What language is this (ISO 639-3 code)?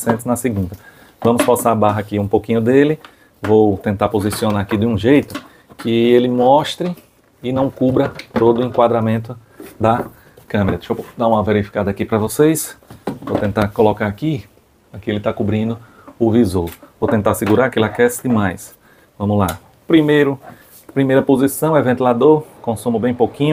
por